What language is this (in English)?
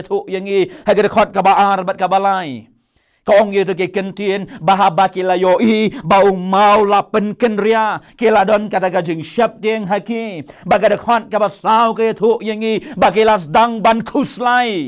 Khasi